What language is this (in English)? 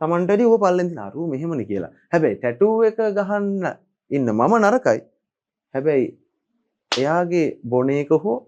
Sinhala